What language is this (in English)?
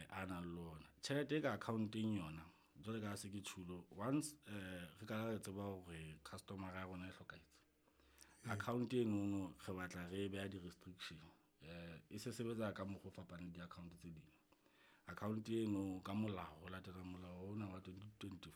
Southern Sotho